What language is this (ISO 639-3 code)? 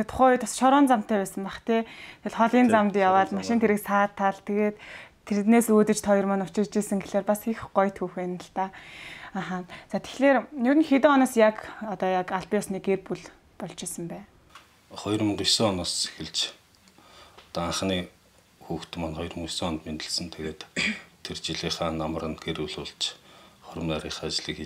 mon